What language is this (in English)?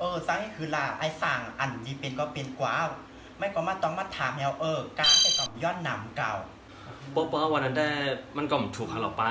Shan